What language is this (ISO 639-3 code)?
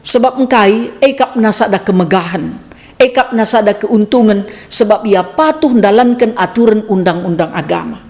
btx